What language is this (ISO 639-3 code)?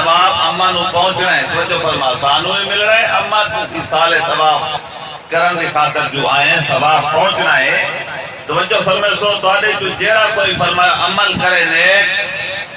skr